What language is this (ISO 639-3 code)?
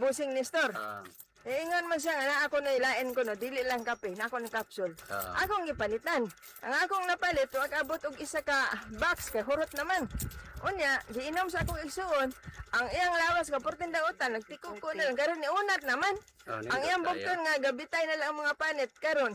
ceb